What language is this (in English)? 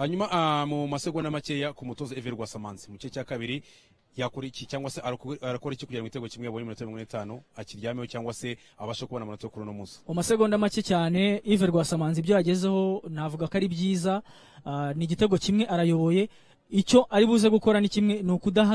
Kinyarwanda